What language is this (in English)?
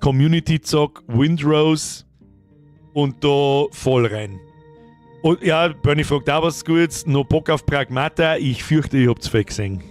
Bavarian